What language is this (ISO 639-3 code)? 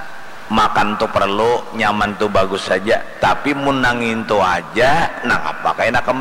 bjn